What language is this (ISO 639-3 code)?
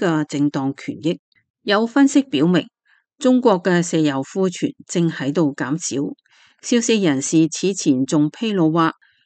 yue